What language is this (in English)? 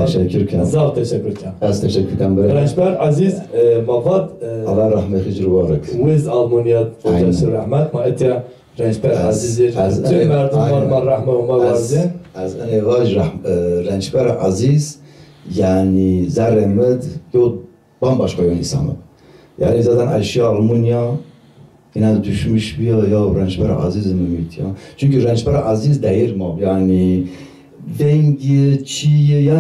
Zaza